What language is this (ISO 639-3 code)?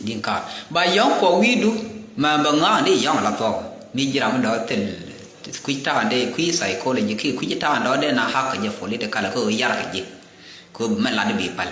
nus